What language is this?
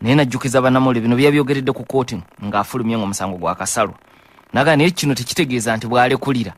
Ganda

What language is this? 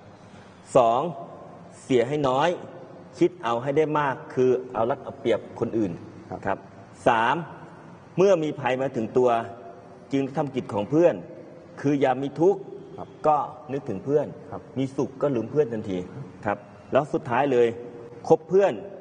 Thai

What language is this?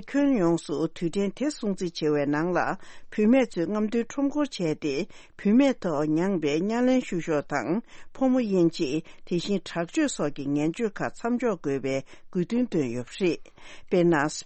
Tibetan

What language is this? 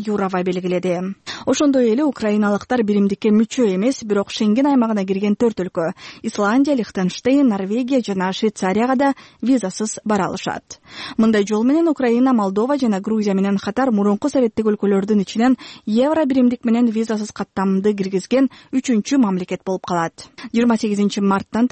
Kyrgyz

